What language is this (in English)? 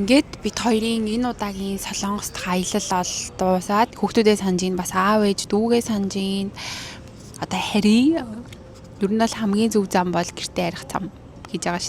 Mongolian